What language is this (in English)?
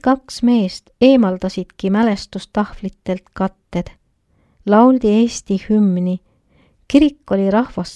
Estonian